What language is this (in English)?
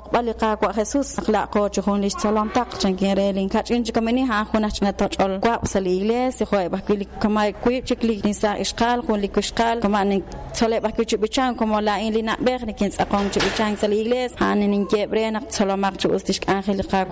Kekchí